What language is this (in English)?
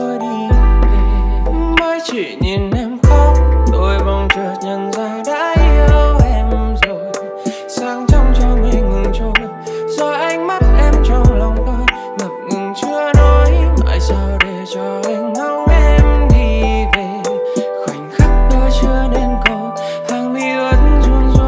Vietnamese